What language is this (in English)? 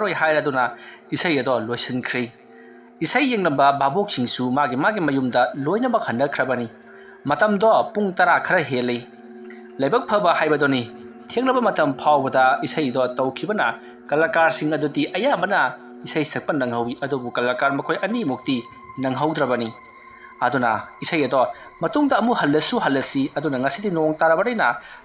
Manipuri